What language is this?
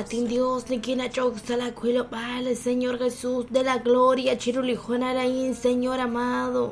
Kekchí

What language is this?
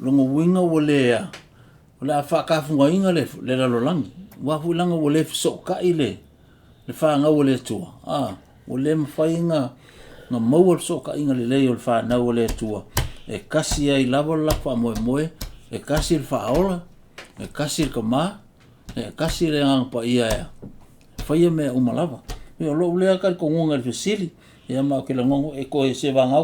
Samoan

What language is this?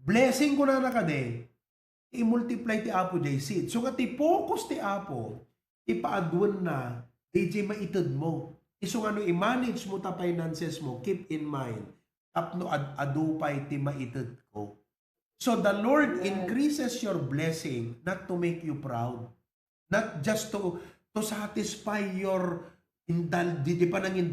Iloko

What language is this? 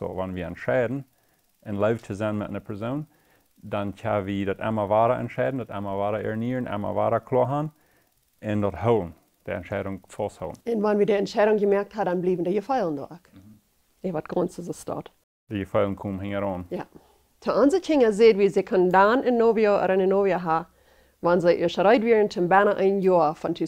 Plautdietsch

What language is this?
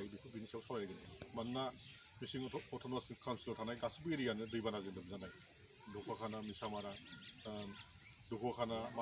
Bodo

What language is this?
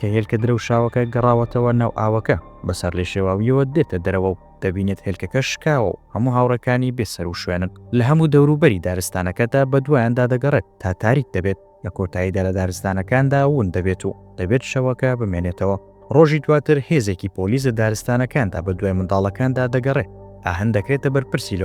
Central Kurdish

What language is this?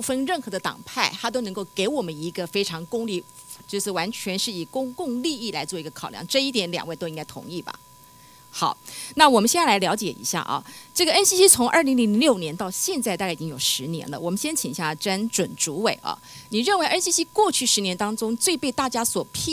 Chinese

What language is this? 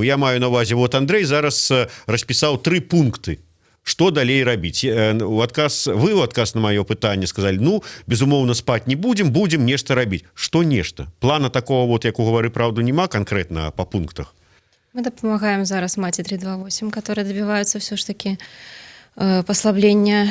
Belarusian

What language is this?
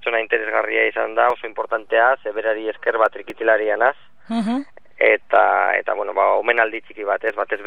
Basque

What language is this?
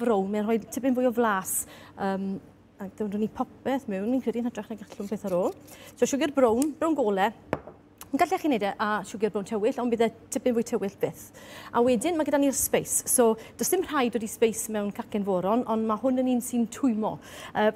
Welsh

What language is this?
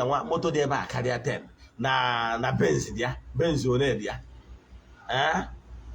Igbo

